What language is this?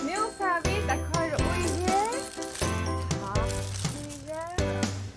Faroese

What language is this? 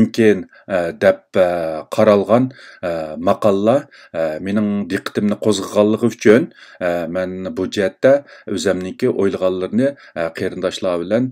Uyghur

